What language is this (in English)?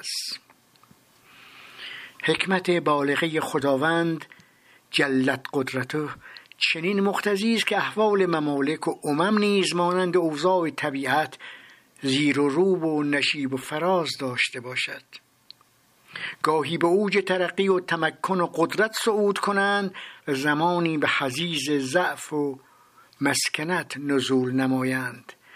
Persian